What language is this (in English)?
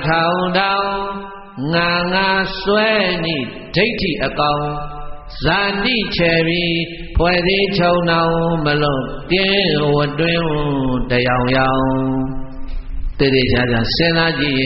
Burmese